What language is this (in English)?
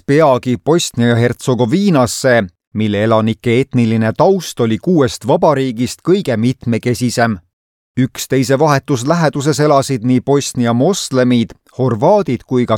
Estonian